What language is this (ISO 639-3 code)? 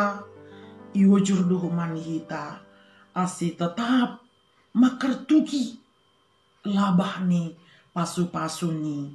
bts